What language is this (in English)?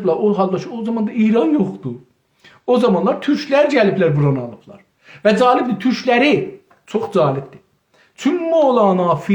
South Azerbaijani